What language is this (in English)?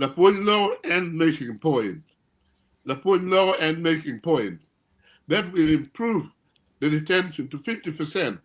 Acoli